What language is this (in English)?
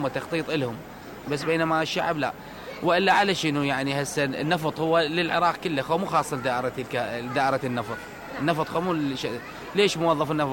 Mesopotamian Arabic